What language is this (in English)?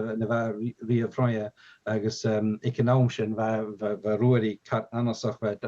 Scottish Gaelic